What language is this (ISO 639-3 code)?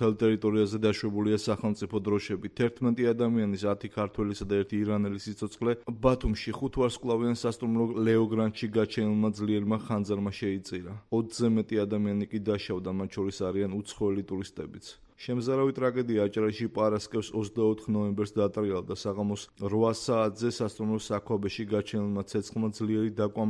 kat